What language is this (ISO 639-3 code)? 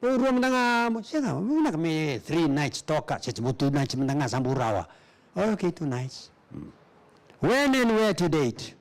fij